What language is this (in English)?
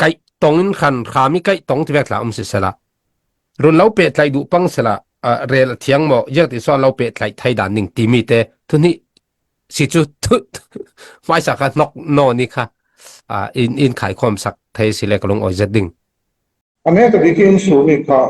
Falam Chin